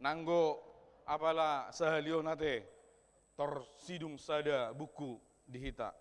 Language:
Batak Toba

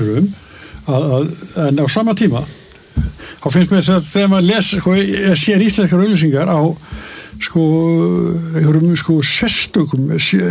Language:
Icelandic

